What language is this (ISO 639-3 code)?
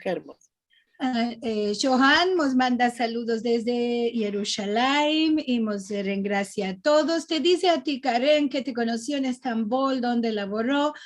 lad